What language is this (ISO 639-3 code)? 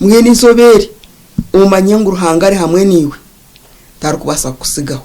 nyn